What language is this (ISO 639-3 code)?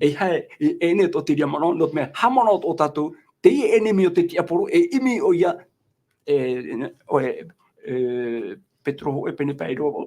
tah